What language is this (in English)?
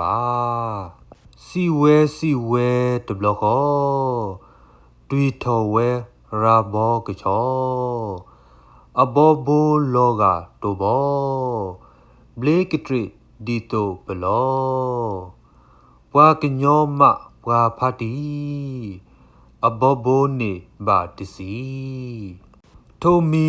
S'gaw Karen